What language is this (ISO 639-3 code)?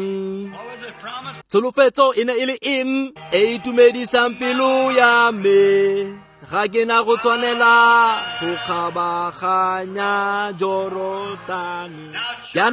tsn